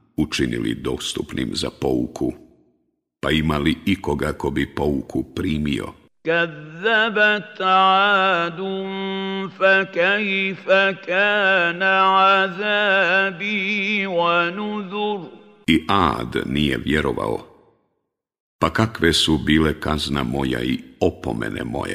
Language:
Bosnian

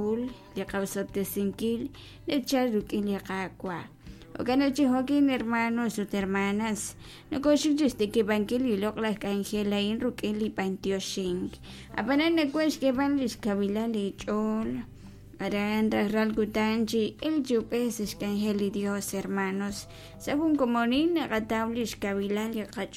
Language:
Kekchí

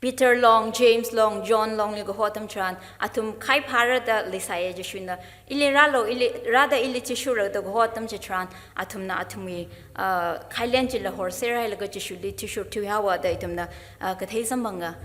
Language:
Tangkhul Naga (India)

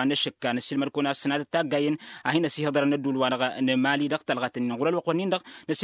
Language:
Tamasheq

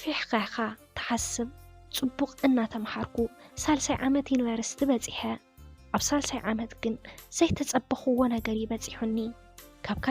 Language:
Tigrinya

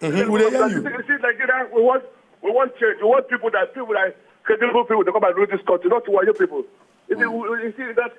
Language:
Nigerian Pidgin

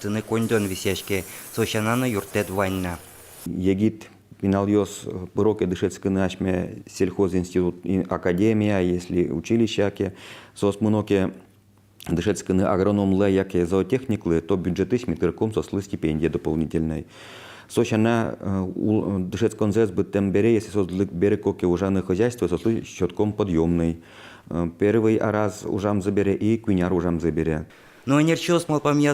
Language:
Udmurt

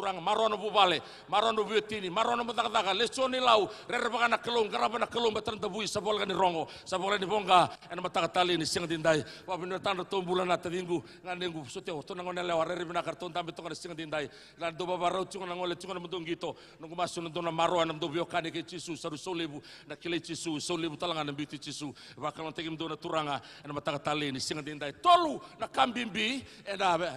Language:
Fijian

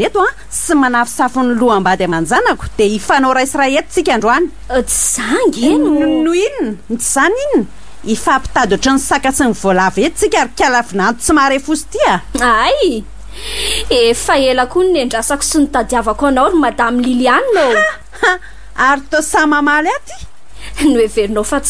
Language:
Malagasy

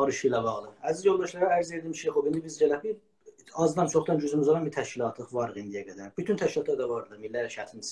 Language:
South Azerbaijani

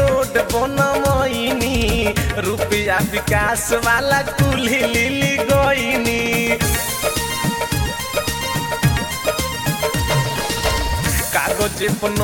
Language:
Bhojpuri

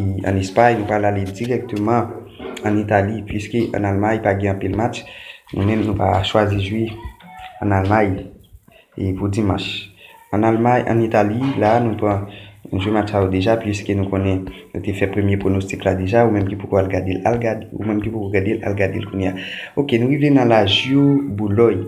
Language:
Haitian Creole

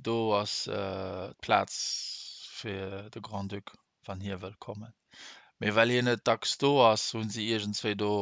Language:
Luxembourgish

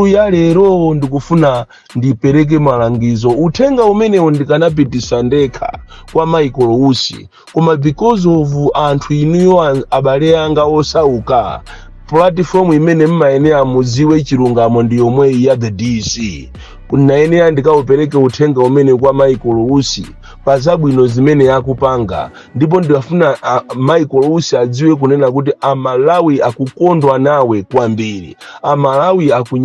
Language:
Nyanja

